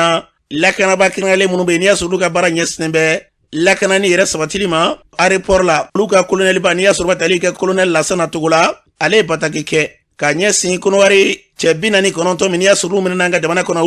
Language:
Bambara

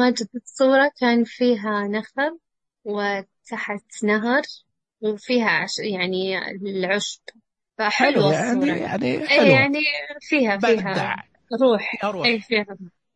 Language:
Najdi Arabic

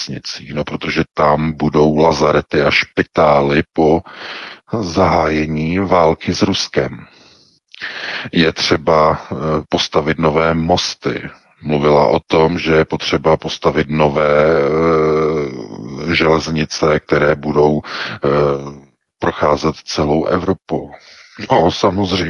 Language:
Czech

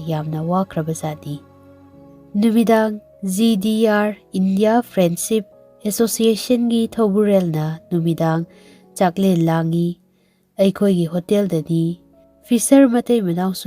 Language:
Manipuri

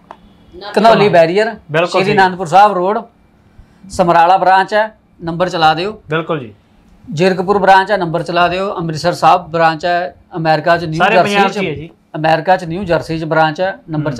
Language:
Punjabi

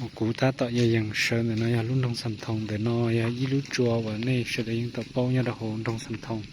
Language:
Hmong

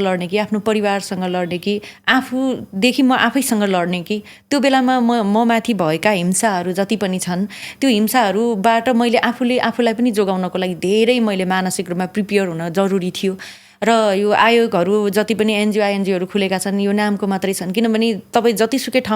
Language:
Nepali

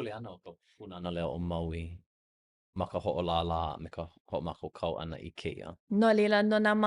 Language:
Hawaiian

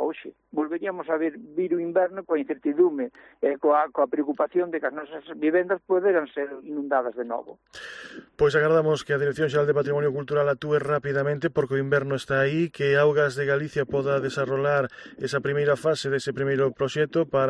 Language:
Galician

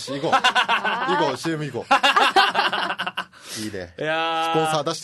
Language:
Japanese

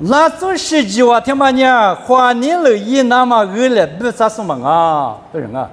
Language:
Lisu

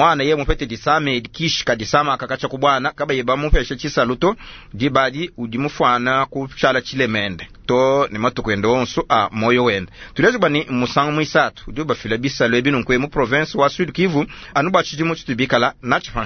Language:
Luba-Lulua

